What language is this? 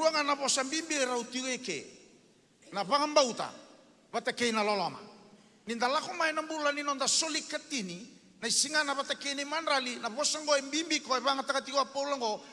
Fijian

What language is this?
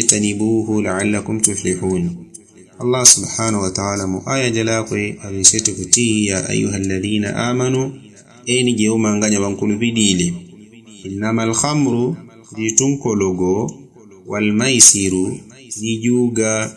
Yao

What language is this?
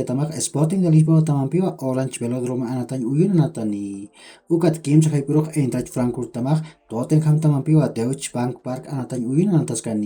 Aymara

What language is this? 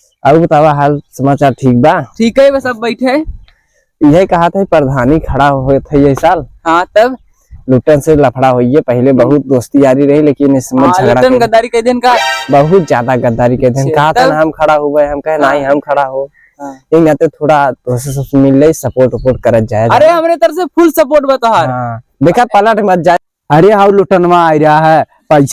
Awadhi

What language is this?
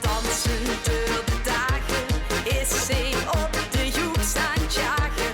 Limburgish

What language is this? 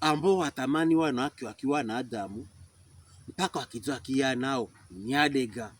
Pokomo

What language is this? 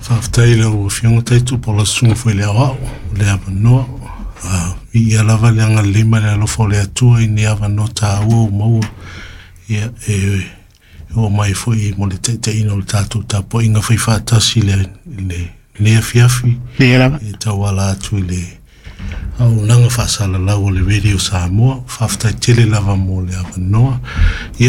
Samoan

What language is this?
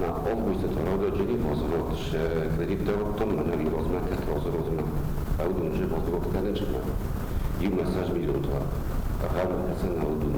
Ossetic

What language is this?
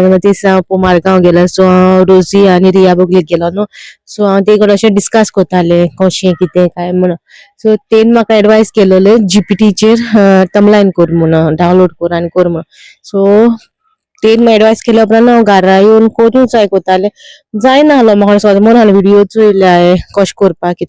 Konkani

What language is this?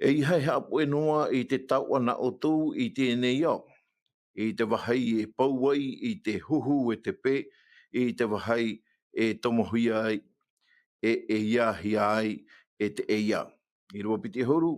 Tahitian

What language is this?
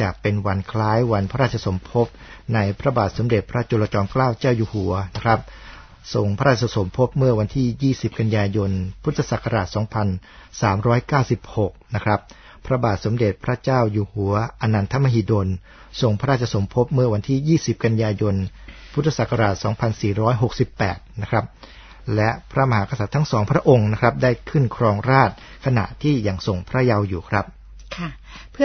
Thai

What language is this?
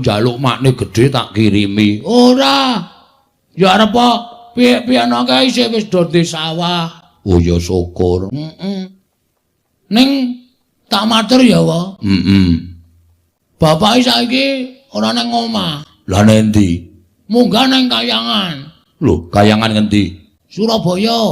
Javanese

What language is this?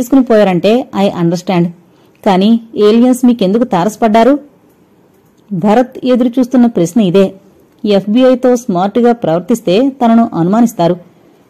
Telugu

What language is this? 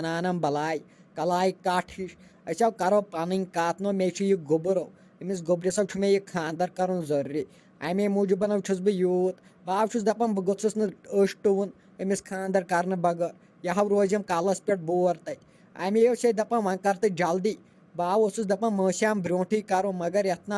Kashmiri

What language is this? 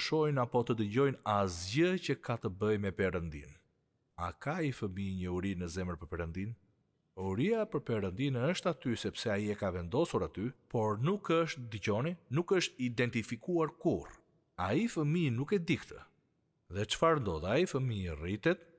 Albanian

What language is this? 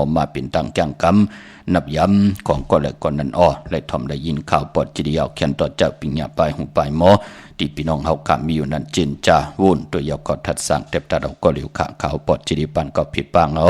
Shan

